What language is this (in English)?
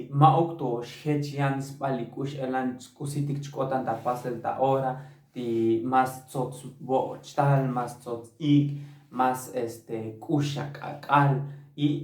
Tzotzil